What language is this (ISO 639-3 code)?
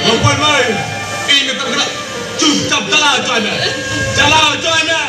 sat